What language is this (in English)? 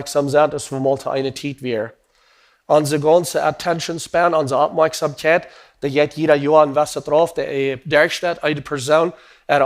Plautdietsch